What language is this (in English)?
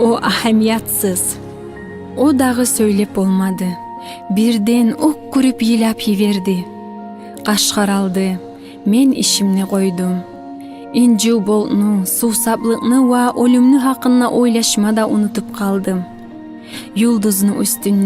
Kumyk